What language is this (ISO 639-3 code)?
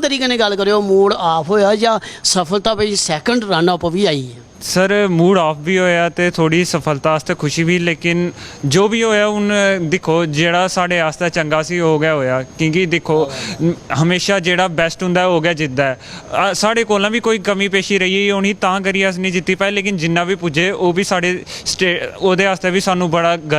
doi